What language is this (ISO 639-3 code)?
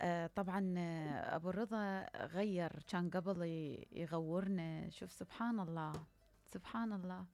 acm